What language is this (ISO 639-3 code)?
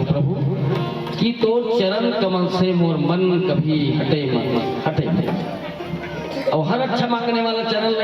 hne